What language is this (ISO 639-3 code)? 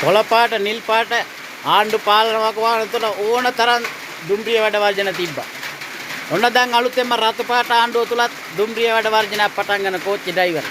sin